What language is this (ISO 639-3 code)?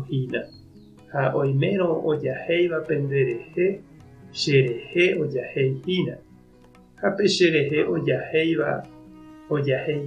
grn